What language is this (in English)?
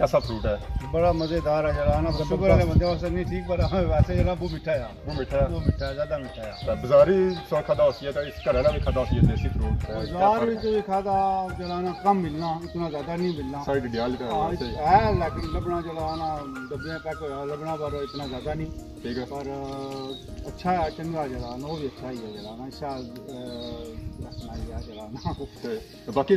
Pahari-Potwari